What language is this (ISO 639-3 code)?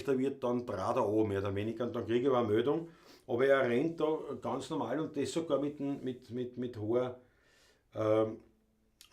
bar